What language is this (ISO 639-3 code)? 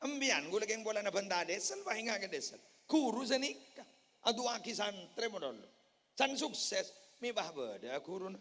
mad